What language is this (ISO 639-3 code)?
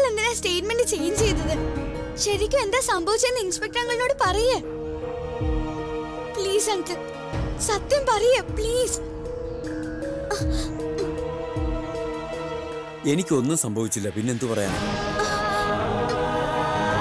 mal